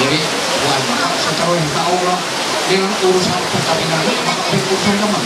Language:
Ma'anyan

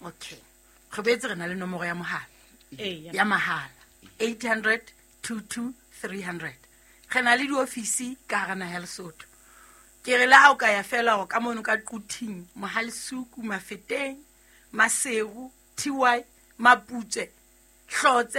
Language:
Southern Sotho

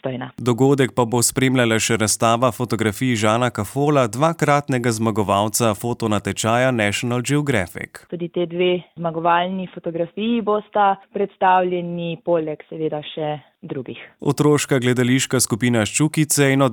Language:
Slovenian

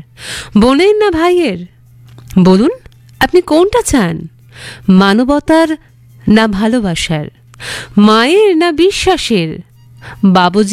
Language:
Bangla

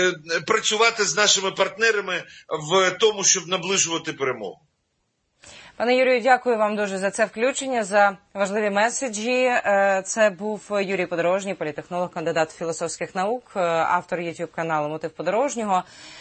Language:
Ukrainian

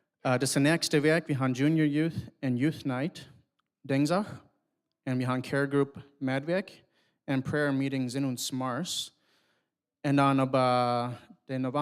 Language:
Plautdietsch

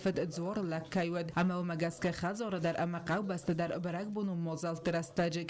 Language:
Ossetic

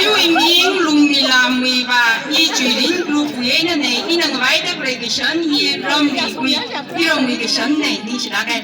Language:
Tangkhul Naga (India)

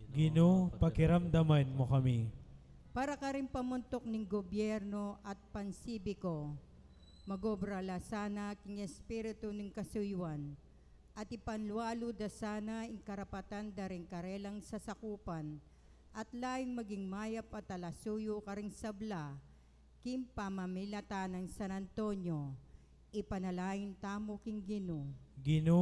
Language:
Pampanga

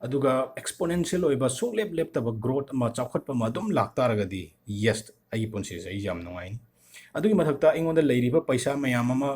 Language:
Manipuri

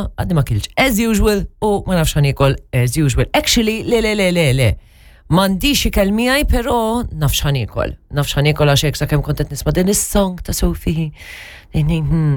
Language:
Maltese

